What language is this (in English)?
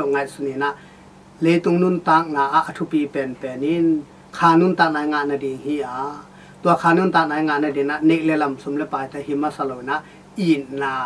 Tedim Chin